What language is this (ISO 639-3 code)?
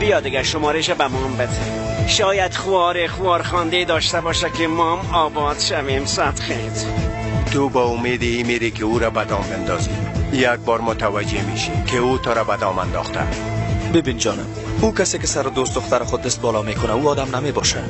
fas